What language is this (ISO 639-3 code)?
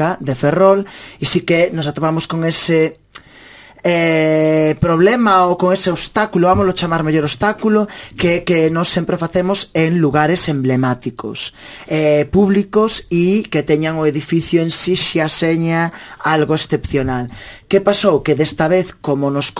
glg